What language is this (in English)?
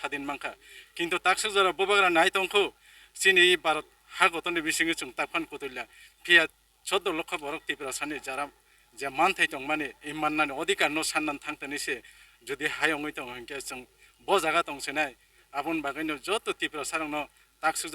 Kok Borok